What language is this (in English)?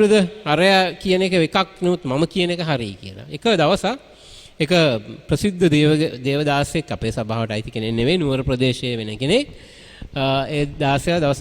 Sinhala